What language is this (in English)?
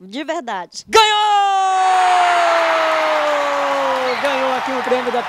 Portuguese